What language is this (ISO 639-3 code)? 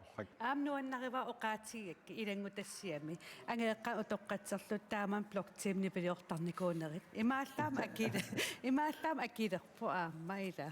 kal